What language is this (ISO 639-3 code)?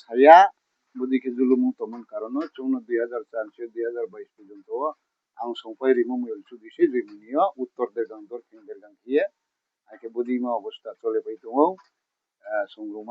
ria